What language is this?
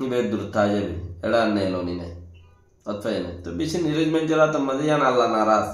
Rohingya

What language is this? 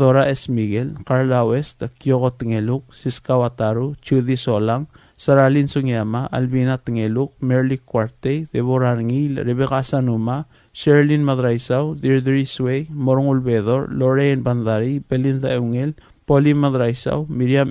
Palauan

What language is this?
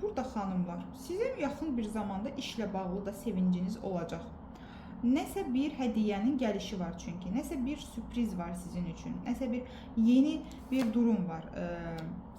Azerbaijani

